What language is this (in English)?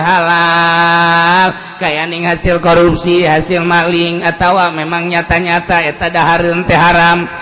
Sundanese